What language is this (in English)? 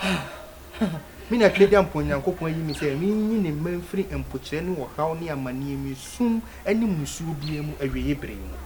Akan